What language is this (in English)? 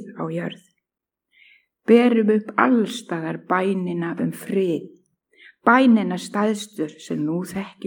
Icelandic